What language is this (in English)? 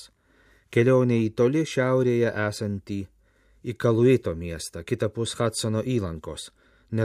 Lithuanian